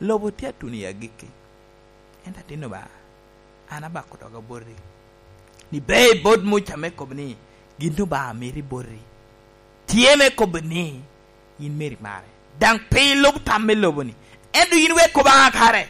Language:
Lango (Uganda)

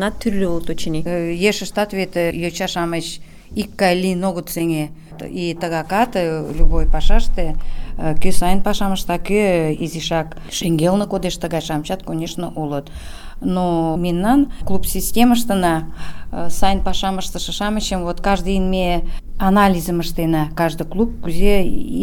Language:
Mari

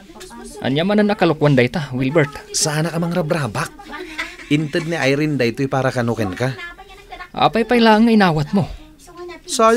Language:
Iloko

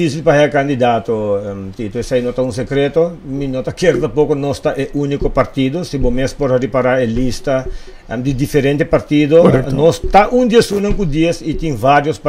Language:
Papiamento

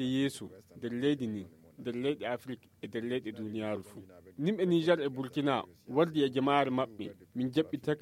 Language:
Nigerian Fulfulde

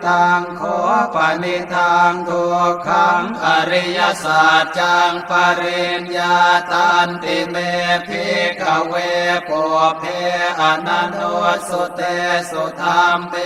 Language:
Pali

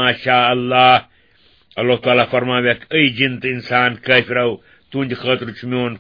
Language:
Kashmiri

